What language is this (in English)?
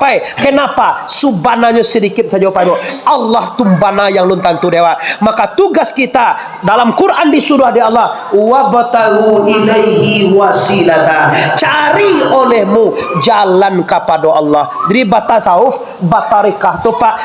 Minangkabau